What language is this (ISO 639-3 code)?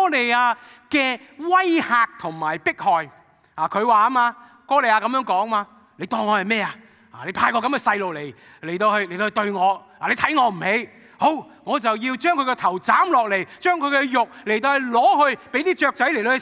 yue